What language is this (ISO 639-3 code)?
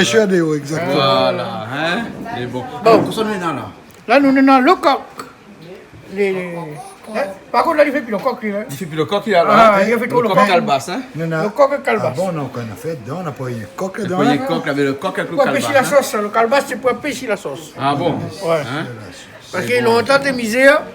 rcf